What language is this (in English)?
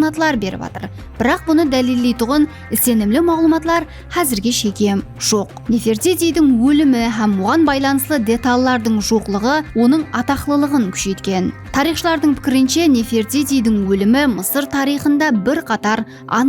Kara-Kalpak